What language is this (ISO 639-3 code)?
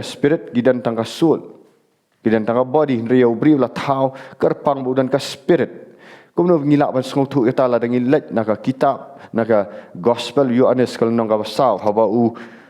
kha